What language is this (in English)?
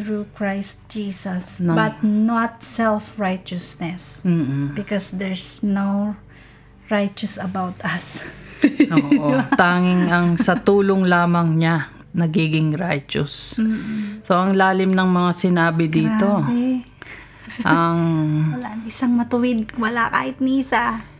Filipino